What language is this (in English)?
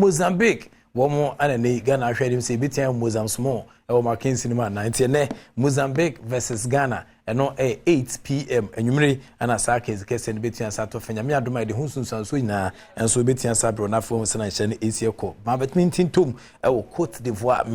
Akan